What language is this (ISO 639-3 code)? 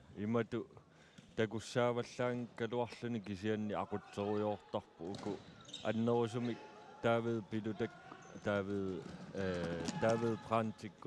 kal